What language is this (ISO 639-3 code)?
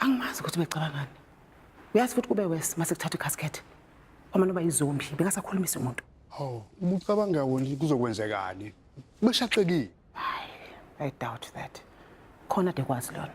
zul